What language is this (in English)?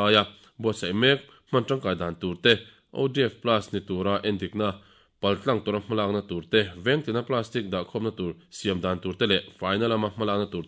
Mizo